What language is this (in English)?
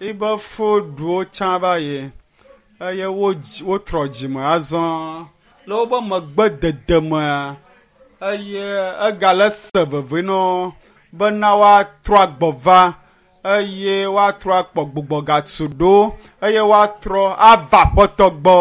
Ewe